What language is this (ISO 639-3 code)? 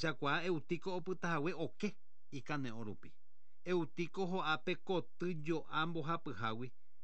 grn